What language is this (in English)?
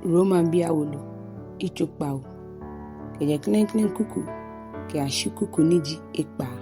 Ga